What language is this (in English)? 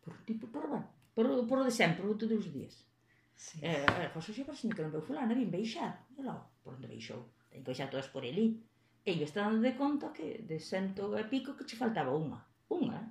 Galician